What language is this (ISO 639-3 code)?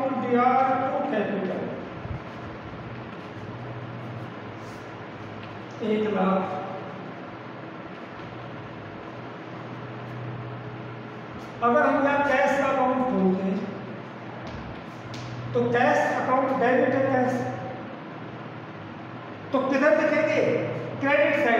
hin